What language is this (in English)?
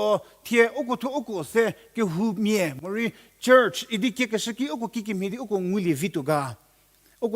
Angami Naga